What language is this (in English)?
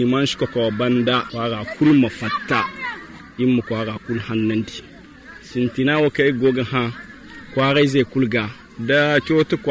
Zarma